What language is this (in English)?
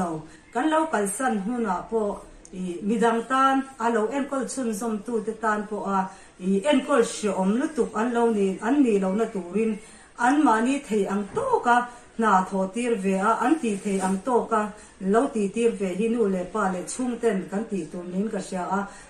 Mizo